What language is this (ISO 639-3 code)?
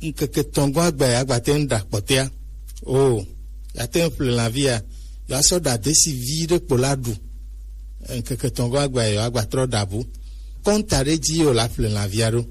gej